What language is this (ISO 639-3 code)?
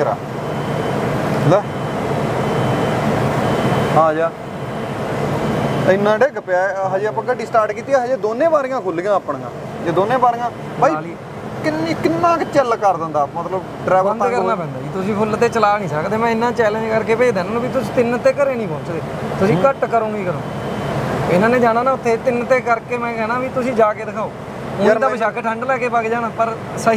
pan